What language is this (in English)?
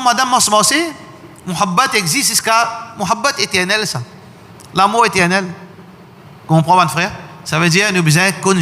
Morisyen